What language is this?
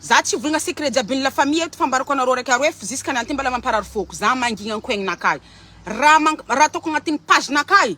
Malagasy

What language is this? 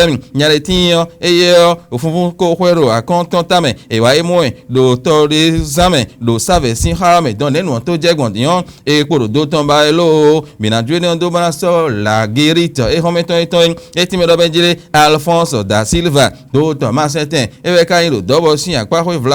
Fon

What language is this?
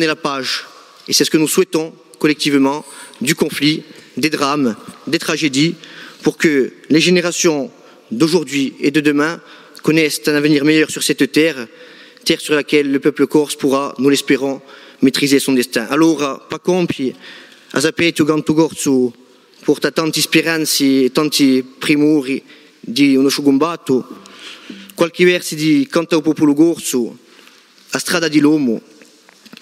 French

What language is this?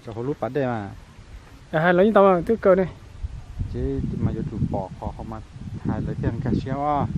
Hmong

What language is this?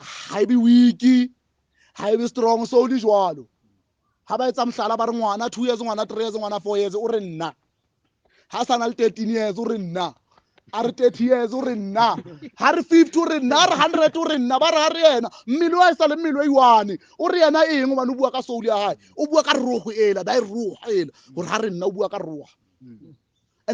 Southern Sotho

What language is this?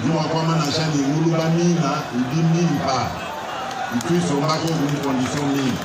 Luba-Lulua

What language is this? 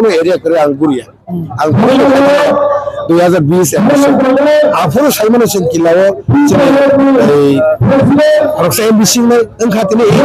Kok Borok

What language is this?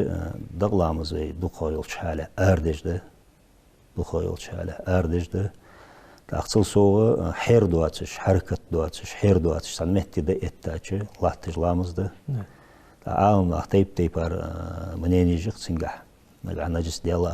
Ingush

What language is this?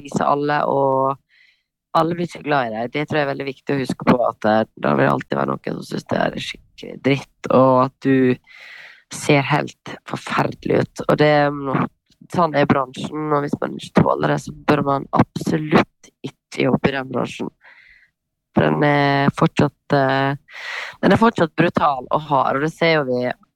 Norwegian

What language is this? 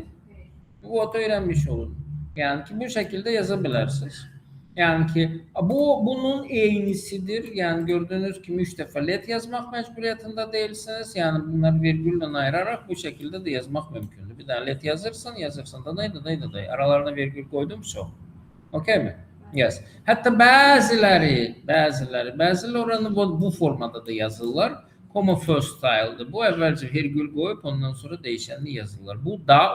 Azerbaijani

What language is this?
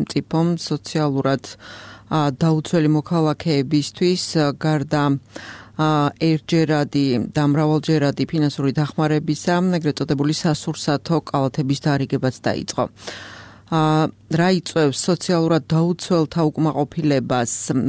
Georgian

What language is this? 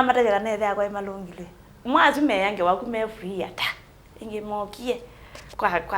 Kamba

